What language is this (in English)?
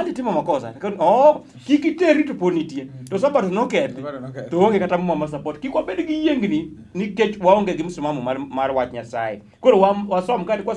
Luo (Kenya and Tanzania)